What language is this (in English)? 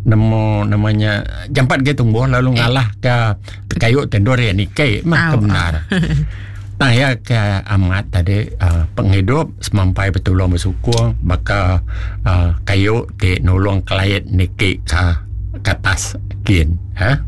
Iban